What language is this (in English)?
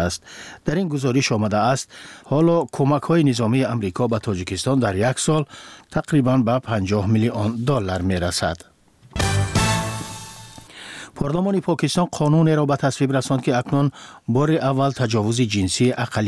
Persian